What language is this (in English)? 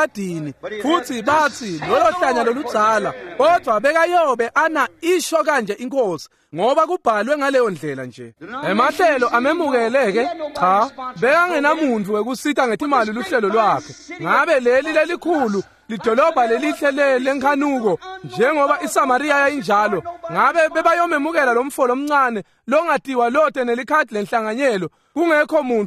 Swati